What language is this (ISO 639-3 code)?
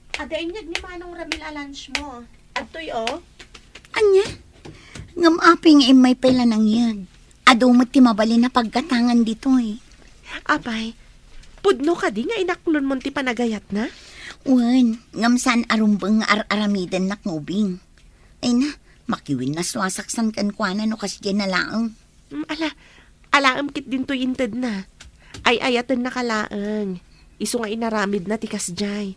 ilo